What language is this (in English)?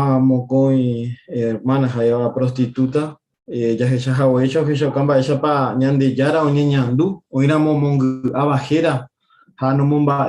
Guarani